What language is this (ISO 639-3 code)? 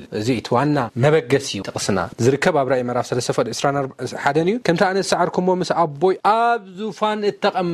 tir